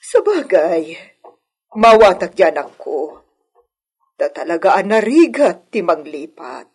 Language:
Iloko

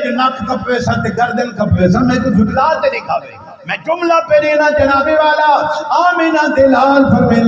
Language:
Saraiki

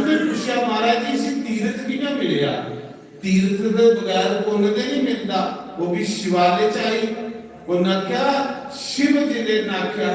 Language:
Dogri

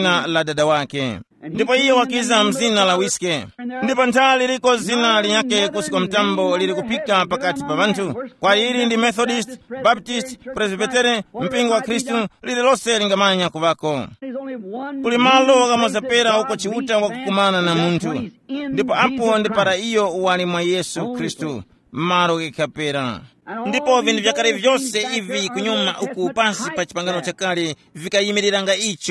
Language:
Tumbuka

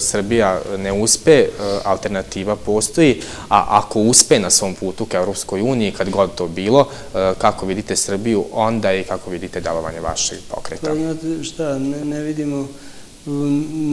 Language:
Serbian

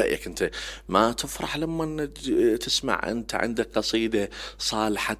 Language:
Mesopotamian Arabic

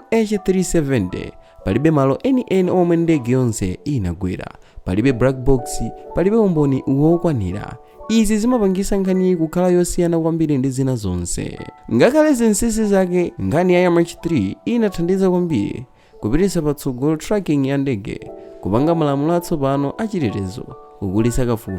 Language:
Nyanja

